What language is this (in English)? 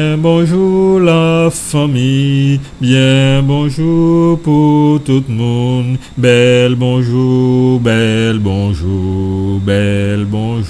Guadeloupean Creole French